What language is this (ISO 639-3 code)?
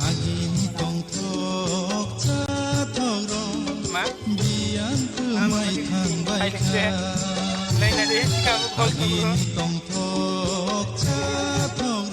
trp